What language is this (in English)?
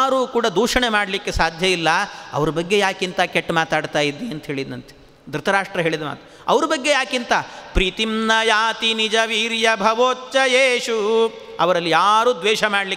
Kannada